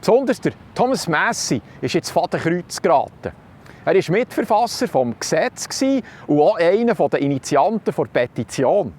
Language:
Swiss German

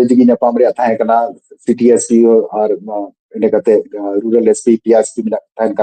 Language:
Santali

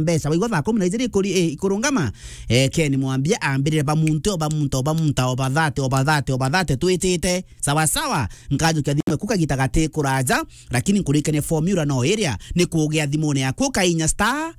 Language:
Meru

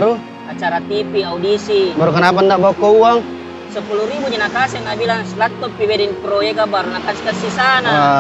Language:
Makassar Malay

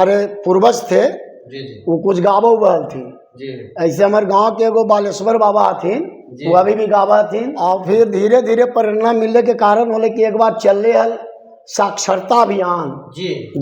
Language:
Magahi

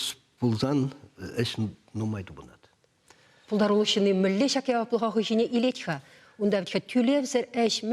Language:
Chuvash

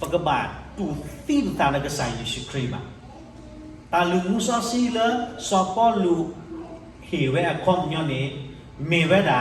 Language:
S'gaw Karen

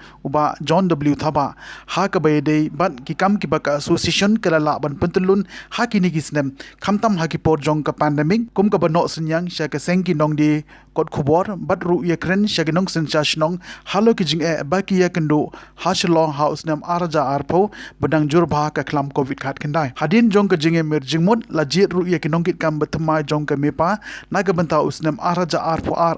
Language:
Khasi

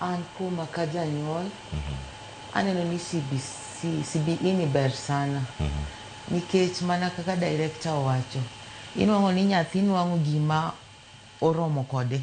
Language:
Luo (Kenya and Tanzania)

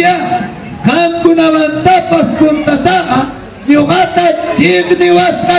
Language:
Ayacucho Quechua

